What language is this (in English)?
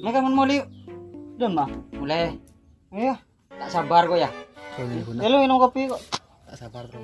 Madurese